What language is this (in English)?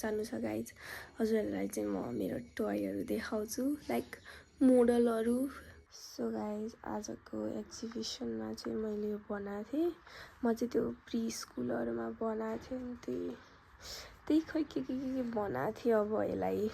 Nepali